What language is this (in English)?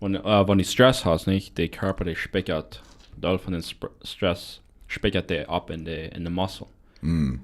Plautdietsch